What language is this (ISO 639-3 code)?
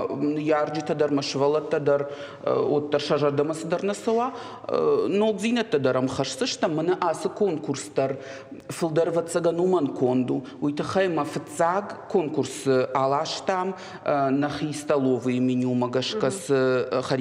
oss